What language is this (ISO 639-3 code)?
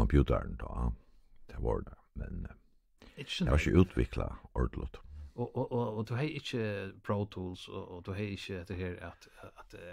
fao